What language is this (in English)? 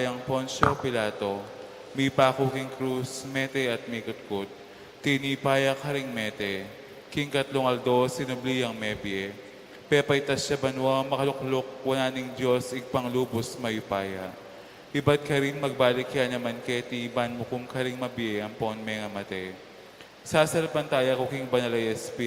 Pampanga